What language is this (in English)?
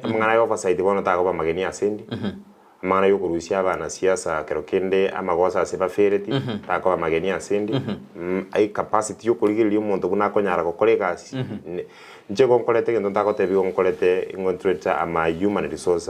Gusii